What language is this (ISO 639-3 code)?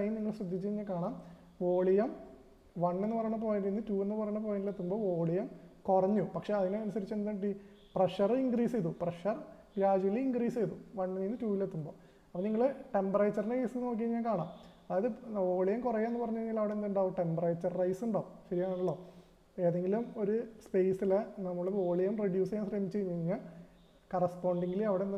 mal